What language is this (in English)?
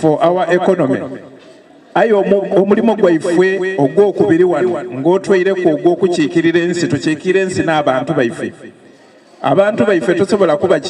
Soga